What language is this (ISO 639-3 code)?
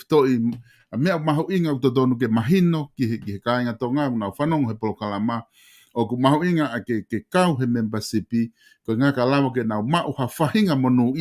ton